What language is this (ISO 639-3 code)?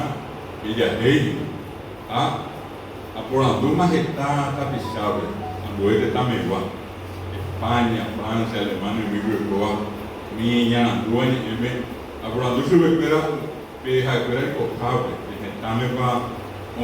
grn